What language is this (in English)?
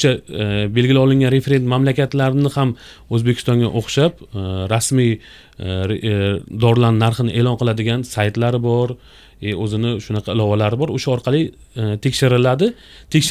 Uzbek